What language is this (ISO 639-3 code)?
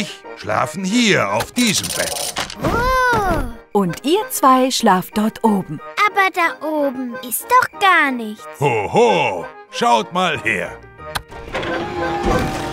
deu